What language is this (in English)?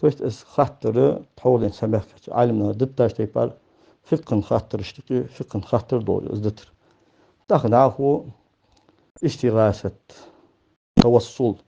Ingush